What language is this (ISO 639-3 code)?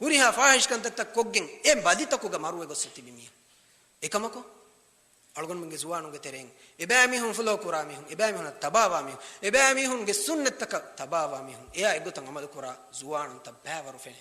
div